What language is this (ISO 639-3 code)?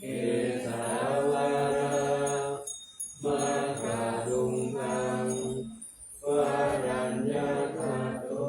pli